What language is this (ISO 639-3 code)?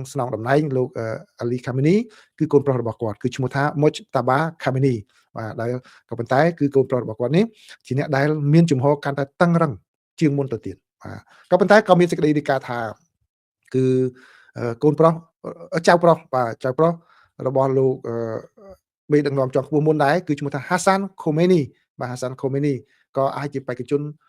khm